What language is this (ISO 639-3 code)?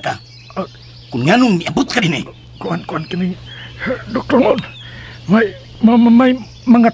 ceb